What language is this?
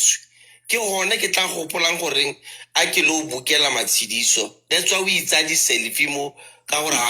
Southern Sotho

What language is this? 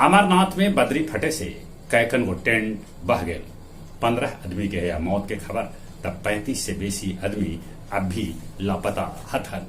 Magahi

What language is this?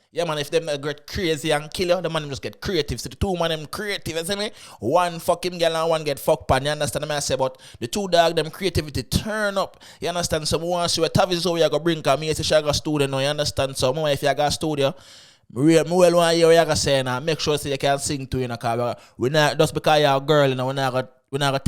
Jamaican Creole English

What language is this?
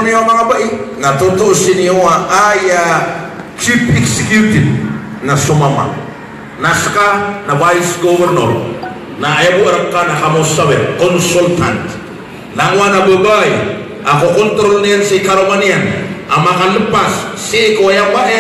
Maranao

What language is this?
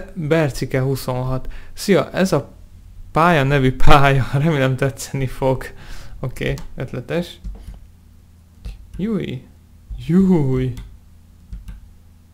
Hungarian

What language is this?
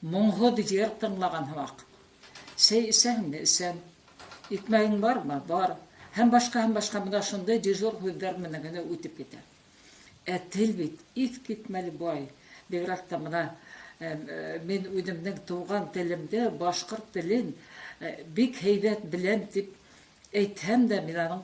Bashkir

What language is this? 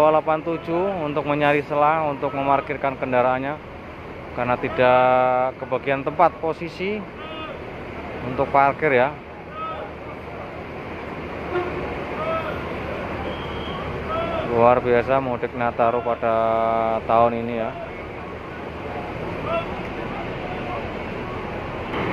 Indonesian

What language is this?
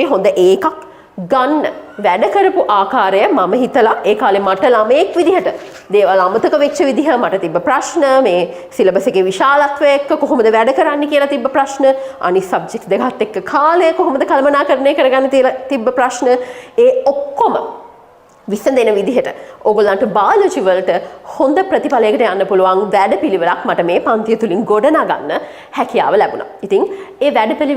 Sinhala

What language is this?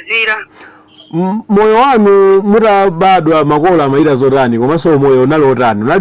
Nyanja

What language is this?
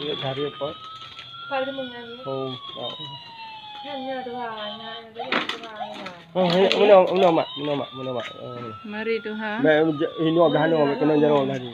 Achinese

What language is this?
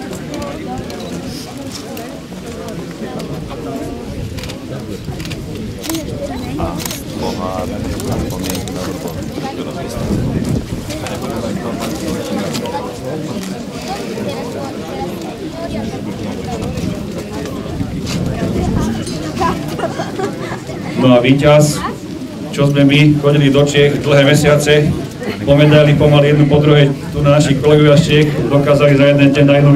Slovak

